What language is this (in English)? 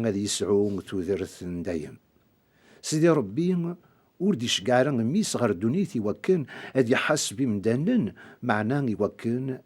Kabyle